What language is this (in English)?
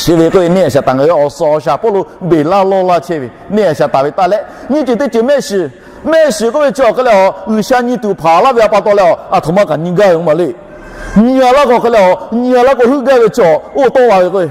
Lahu